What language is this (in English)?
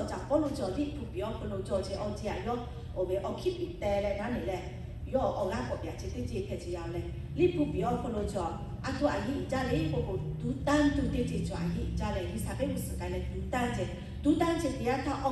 Lahu